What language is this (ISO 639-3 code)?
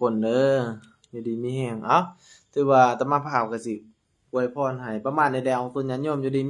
lao